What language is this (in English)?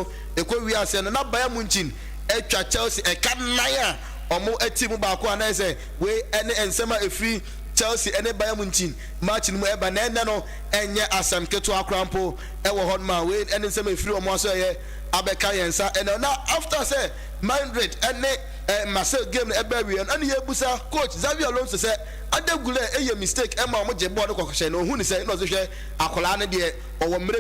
Akan